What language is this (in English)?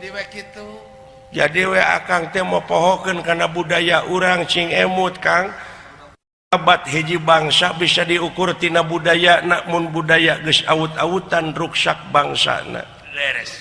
Sundanese